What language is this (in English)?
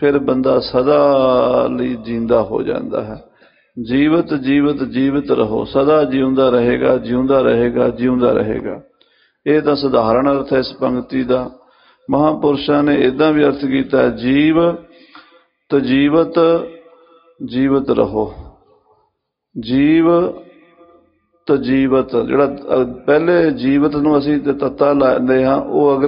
Punjabi